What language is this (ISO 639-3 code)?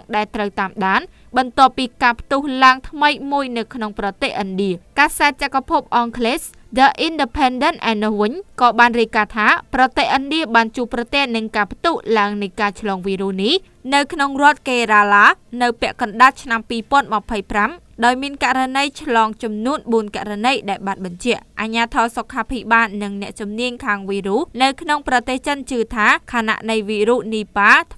khm